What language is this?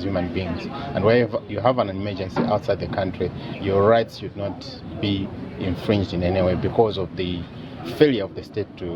English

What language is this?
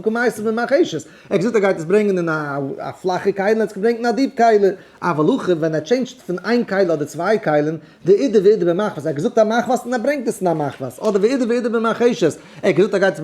Yiddish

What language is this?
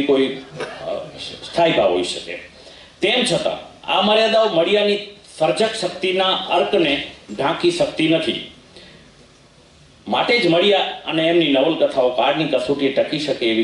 Gujarati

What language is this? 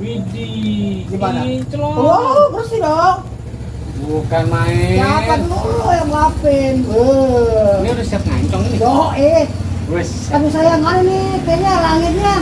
Betawi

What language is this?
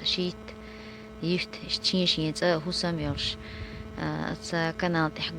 Chechen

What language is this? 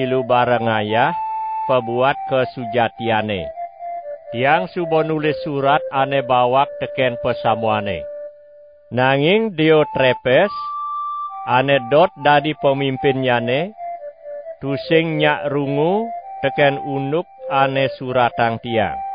Balinese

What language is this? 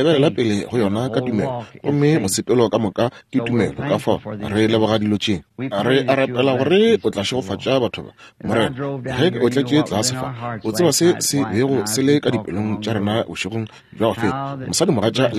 Northern Sotho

